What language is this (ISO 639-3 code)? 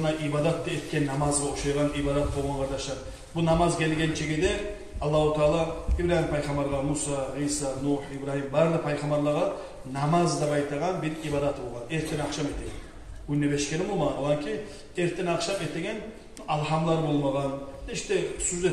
kum